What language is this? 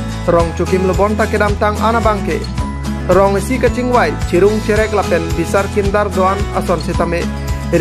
Karbi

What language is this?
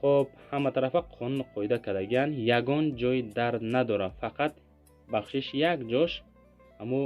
Tajik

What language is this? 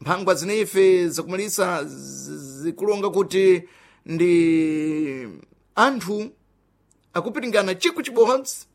Sena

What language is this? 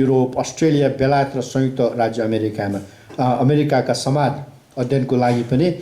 Nepali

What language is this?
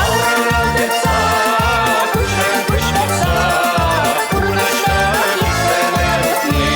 Chuvash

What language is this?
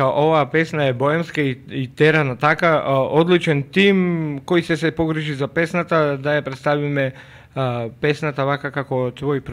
Macedonian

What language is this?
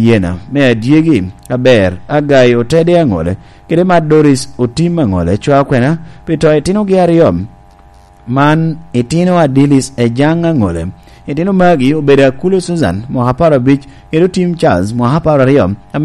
Lango (Uganda)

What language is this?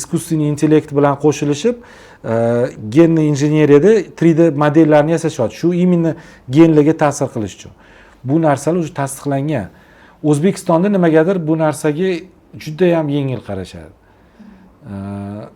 Uzbek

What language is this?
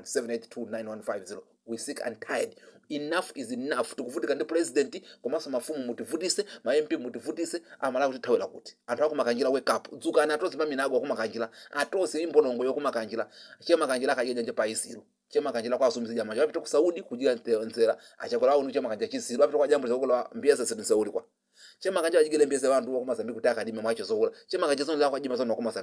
Nyanja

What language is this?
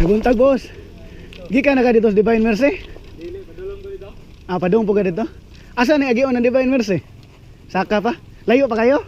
Cebuano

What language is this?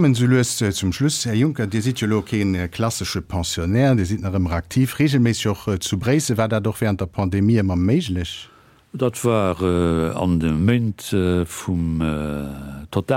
Luxembourgish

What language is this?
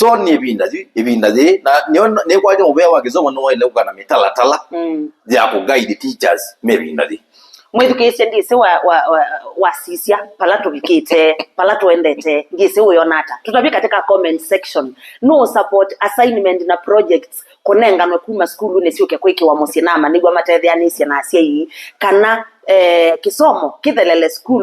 Kamba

